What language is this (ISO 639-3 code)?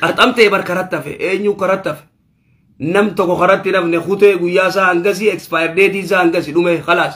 orm